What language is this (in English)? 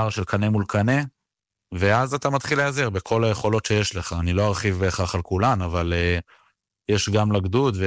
Hebrew